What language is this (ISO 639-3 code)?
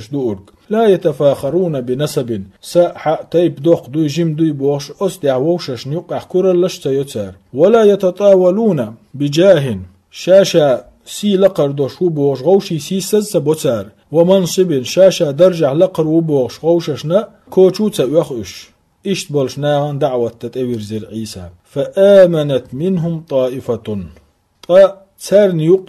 che